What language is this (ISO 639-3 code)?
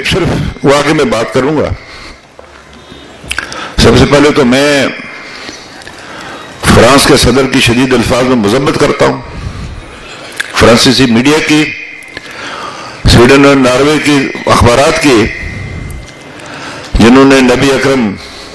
urd